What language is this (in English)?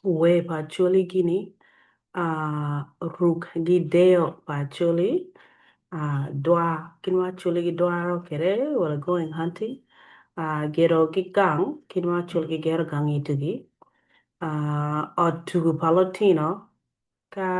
Acoli